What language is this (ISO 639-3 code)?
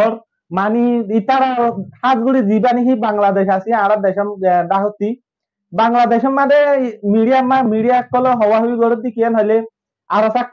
rhg